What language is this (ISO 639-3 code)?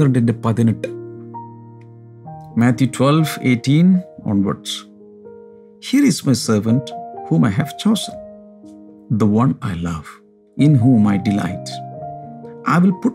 mal